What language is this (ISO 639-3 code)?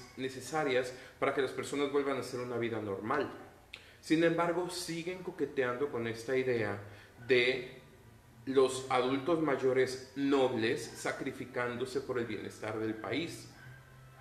spa